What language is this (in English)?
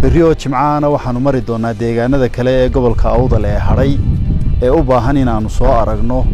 Somali